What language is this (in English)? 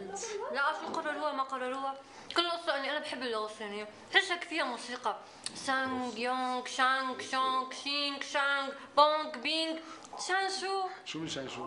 North Levantine Arabic